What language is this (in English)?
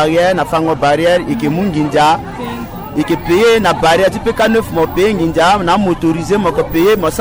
Sango